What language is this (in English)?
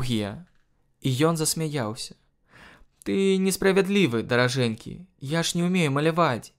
Belarusian